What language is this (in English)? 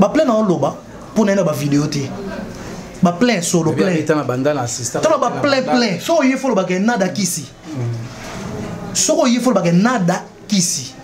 Lingala